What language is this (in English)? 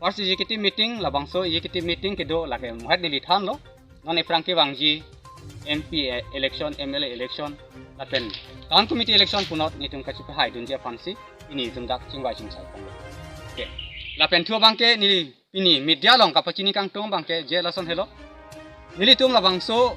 Karbi